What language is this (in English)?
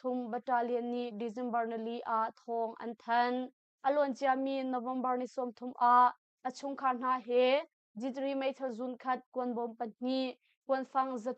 Hakha Chin